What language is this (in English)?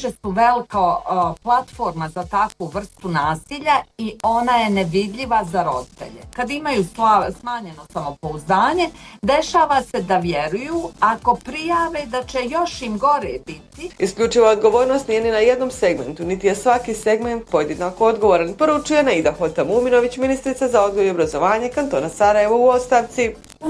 Bosnian